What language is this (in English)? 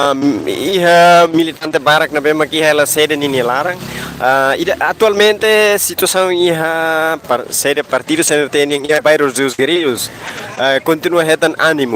Tetum